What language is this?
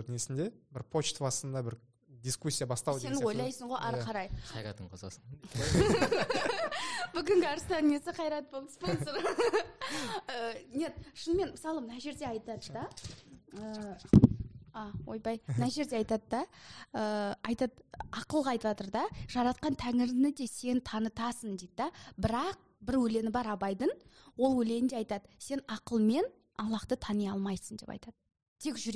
Kazakh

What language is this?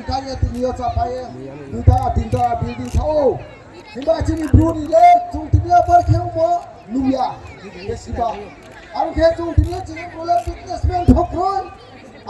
Riang (India)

